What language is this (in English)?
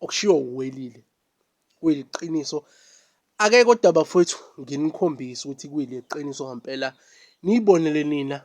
Zulu